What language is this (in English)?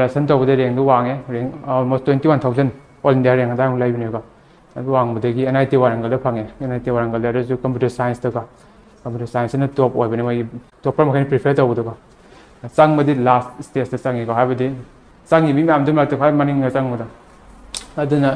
Manipuri